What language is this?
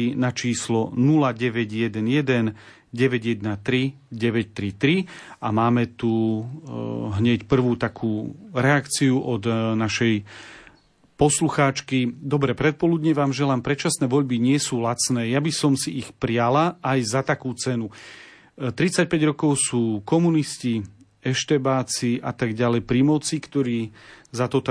Slovak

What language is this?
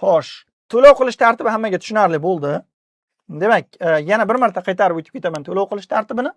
Uzbek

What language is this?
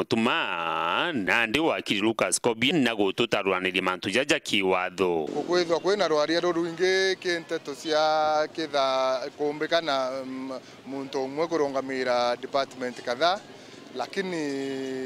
Meru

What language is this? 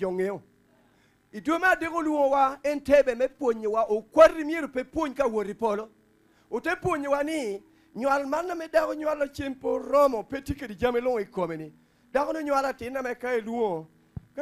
Lango (Uganda)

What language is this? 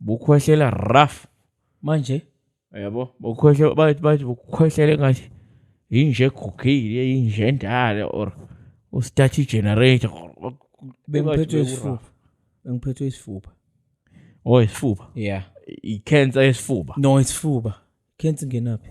Zulu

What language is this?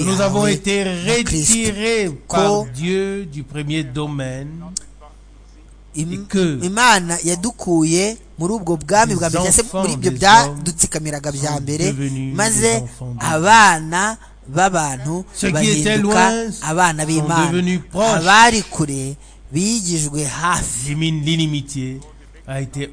Kinyarwanda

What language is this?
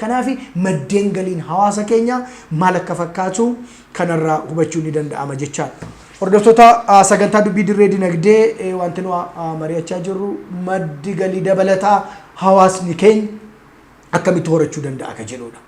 Oromo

